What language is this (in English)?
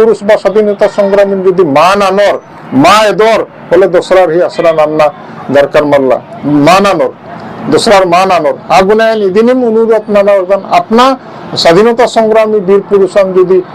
Santali